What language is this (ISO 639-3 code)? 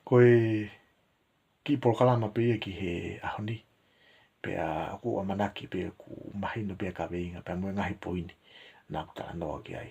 ton